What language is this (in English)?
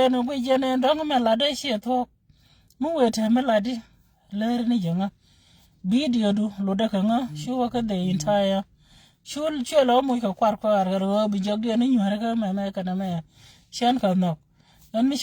Nuer